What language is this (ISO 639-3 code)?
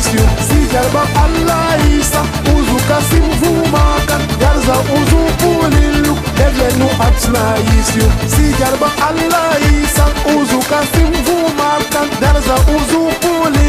tab